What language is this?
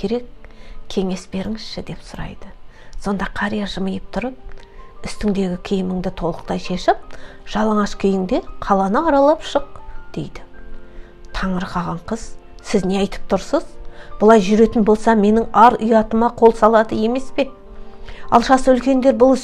Kazakh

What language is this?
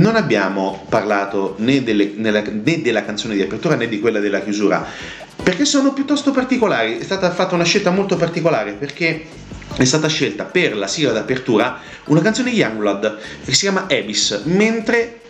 Italian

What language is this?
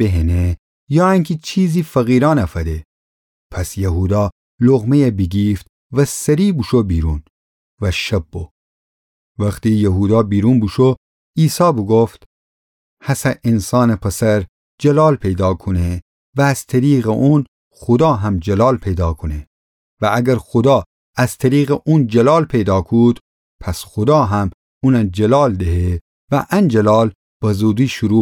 Gilaki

